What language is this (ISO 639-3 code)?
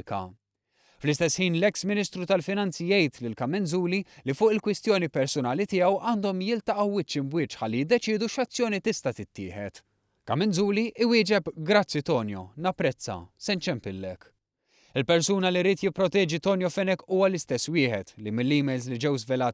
mlt